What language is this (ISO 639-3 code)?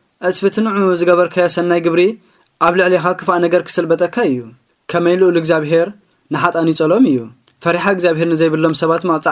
tir